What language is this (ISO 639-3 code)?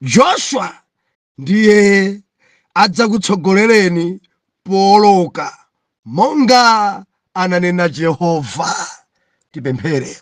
nya